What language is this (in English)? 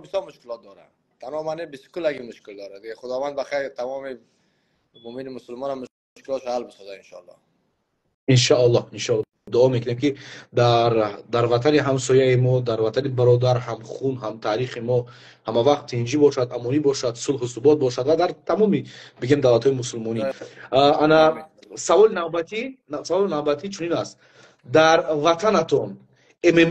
Persian